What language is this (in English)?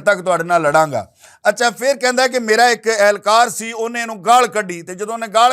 Western Panjabi